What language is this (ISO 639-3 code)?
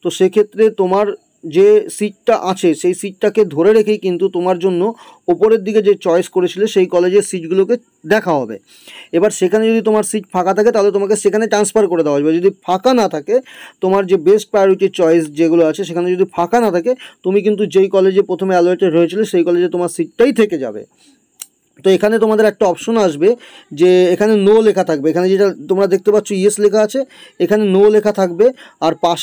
ben